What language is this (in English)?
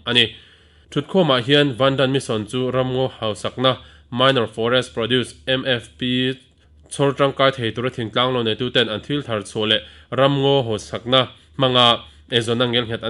Mizo